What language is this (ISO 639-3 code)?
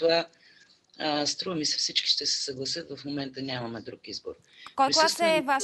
bul